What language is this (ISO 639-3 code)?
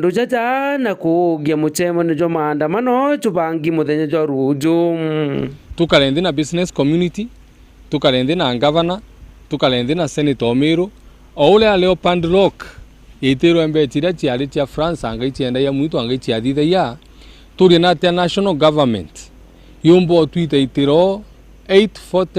mer